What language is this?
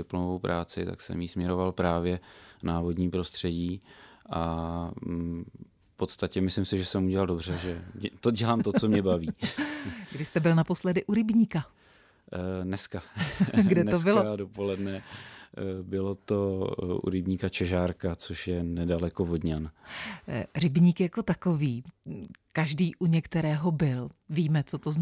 Czech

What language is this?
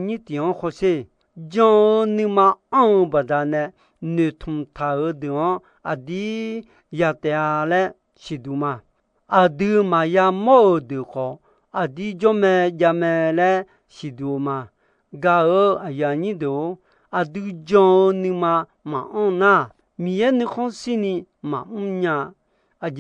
Akha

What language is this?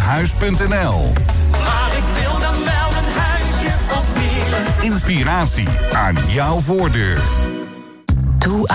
Dutch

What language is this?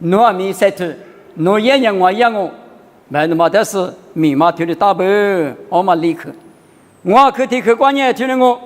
Lisu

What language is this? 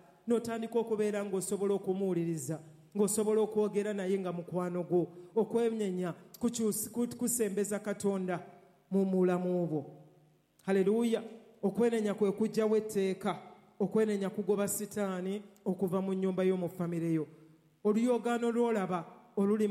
Ganda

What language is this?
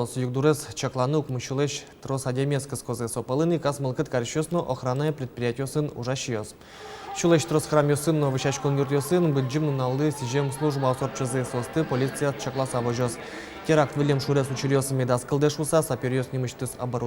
Udmurt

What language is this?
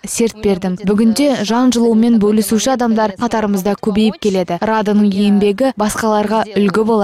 Kazakh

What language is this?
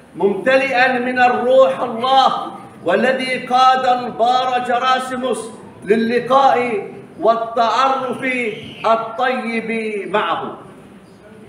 Greek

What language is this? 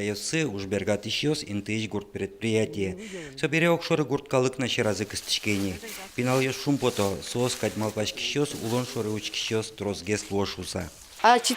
Udmurt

